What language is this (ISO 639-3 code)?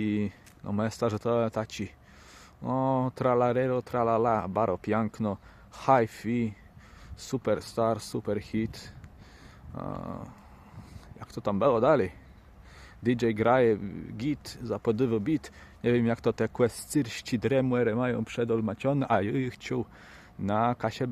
csb